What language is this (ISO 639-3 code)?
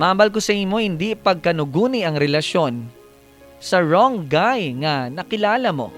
hil